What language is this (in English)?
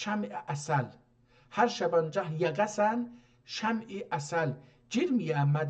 South Azerbaijani